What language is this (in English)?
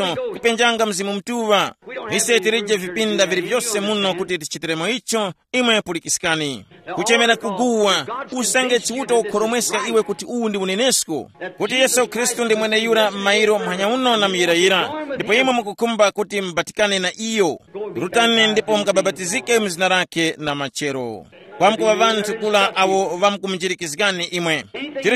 Tumbuka